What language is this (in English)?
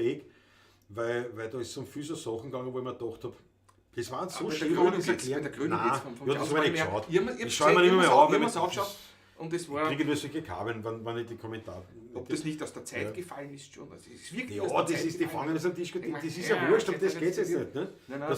Bavarian